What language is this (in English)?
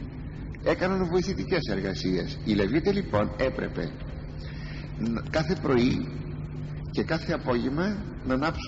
Greek